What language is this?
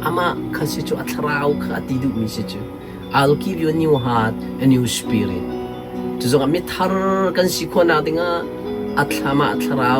Hakha Chin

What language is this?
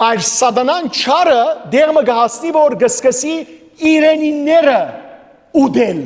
Western Armenian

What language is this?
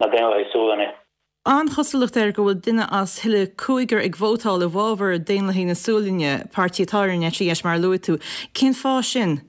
Irish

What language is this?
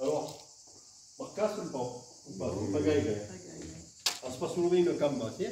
Occitan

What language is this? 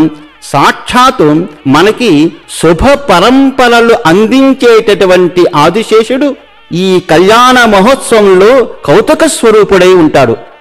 Telugu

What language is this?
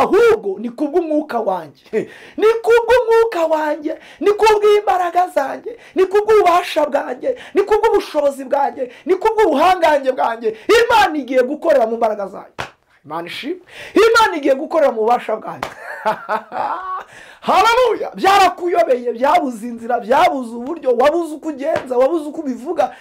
Kinyarwanda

